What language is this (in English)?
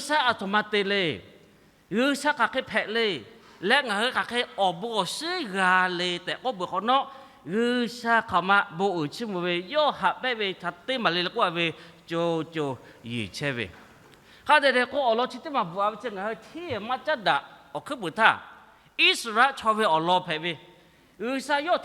Lahu